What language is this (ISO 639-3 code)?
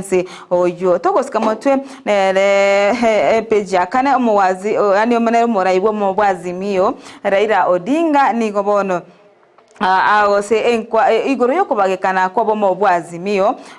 guz